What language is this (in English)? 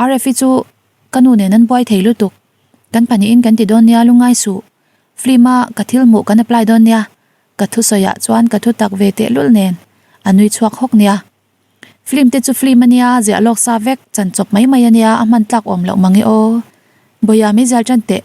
Mizo